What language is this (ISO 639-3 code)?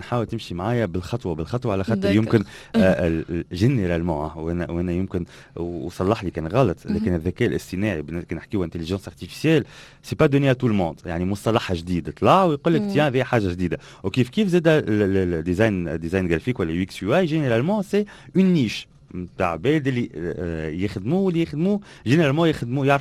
aeb